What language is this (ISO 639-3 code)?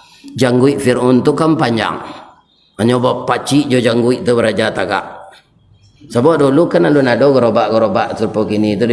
min